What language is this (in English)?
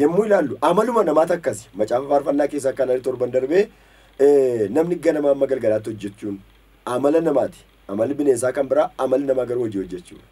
Oromo